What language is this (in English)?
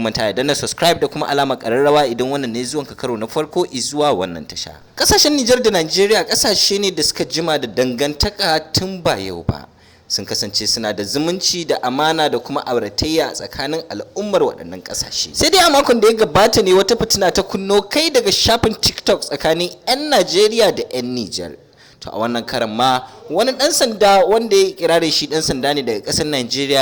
Hausa